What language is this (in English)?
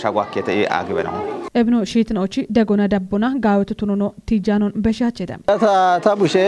Kafa